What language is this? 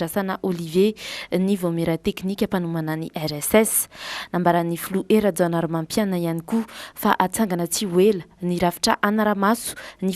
Malagasy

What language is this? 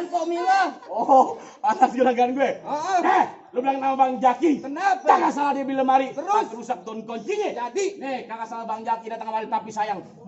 Betawi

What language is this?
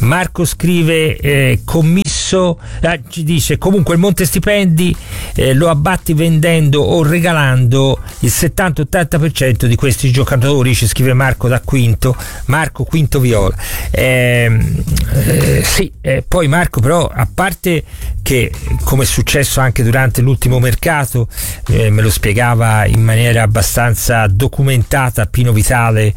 Italian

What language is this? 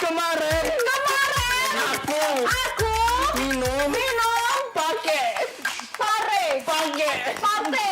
Musi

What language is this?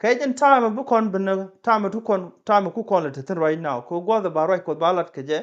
Nuer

